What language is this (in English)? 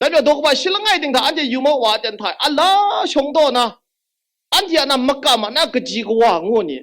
Kachin